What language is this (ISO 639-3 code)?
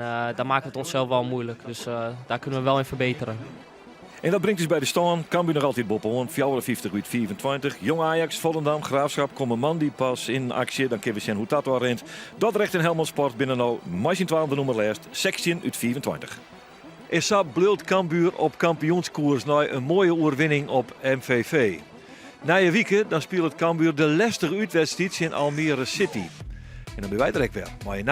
fry